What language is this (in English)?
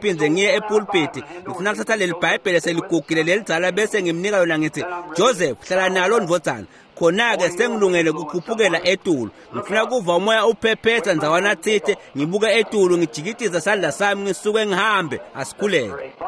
Swati